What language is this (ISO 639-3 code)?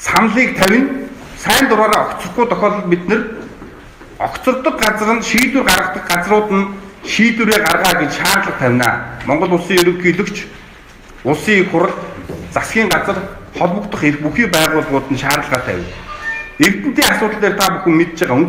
mon